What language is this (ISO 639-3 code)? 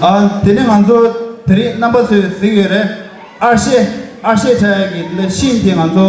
bod